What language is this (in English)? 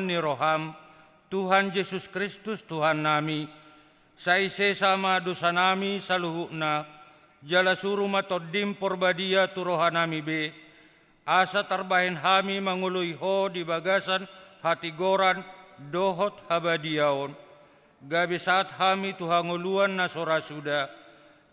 Batak Toba